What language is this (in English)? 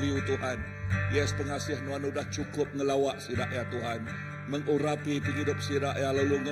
Iban